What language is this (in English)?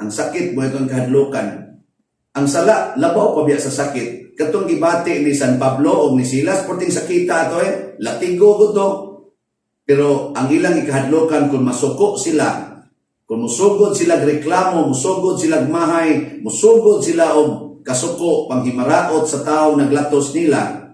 Cebuano